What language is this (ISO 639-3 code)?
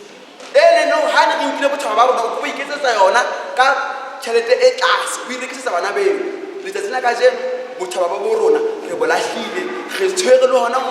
sot